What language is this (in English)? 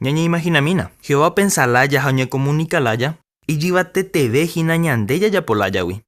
Guarani